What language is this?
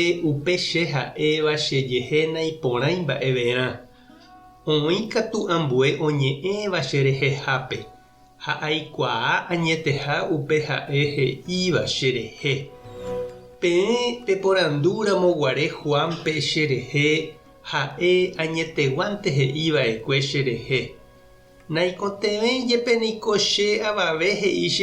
Guarani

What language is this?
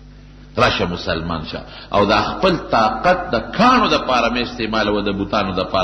Pashto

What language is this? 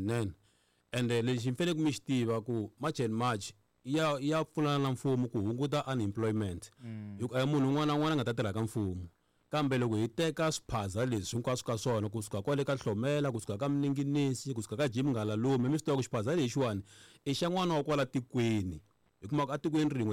Tsonga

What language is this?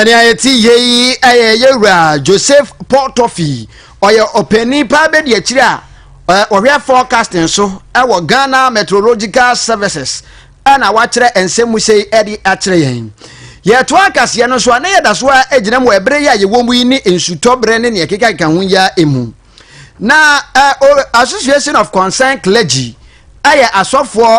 Akan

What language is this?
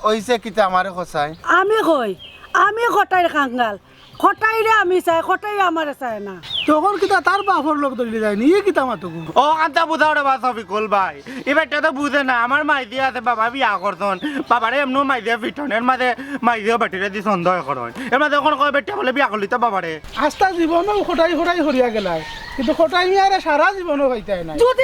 Sylheti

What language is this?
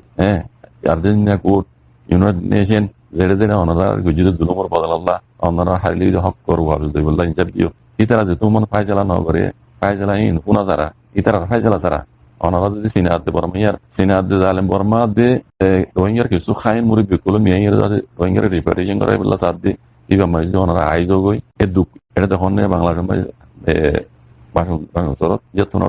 Rohingya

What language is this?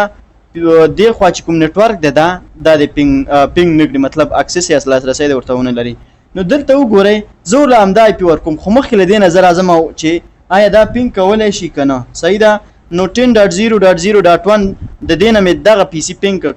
Pashto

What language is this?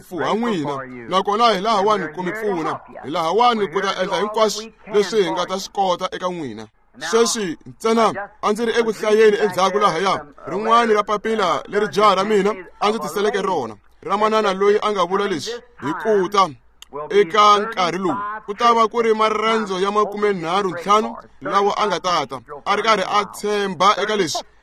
Tsonga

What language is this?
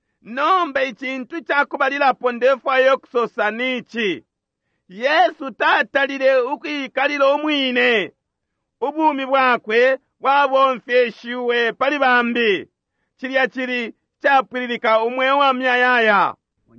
Bemba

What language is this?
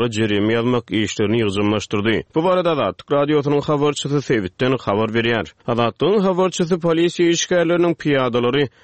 Turkmen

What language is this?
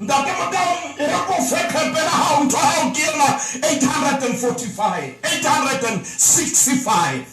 Southern Sotho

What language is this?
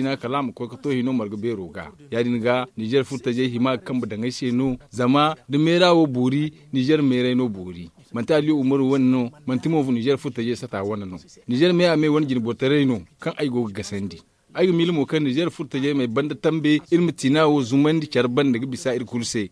Zarma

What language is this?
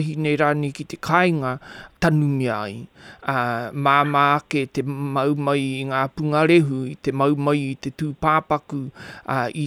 Māori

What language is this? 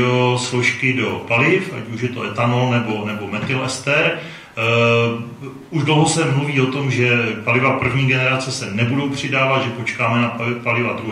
Czech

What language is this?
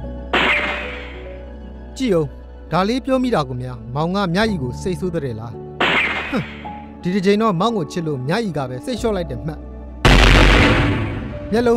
Burmese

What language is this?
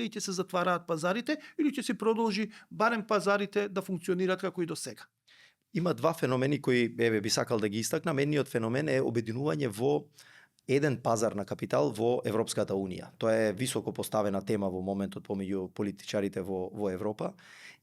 Macedonian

